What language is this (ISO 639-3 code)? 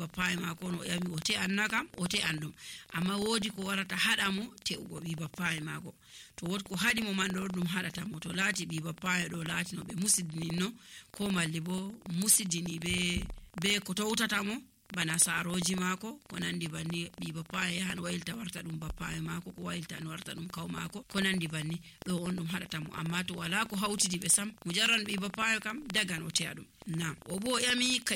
fuv